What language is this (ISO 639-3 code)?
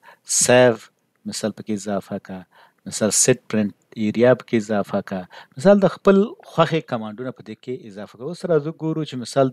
pus